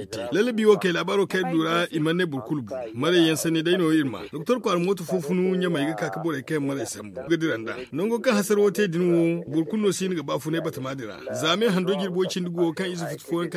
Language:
Zarma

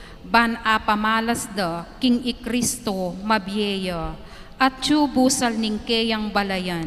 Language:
Pampanga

